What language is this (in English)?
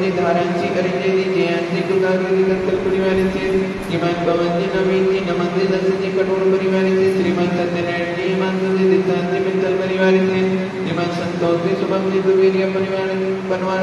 Hindi